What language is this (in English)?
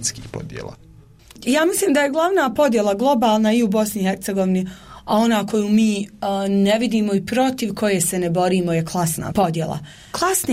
Bosnian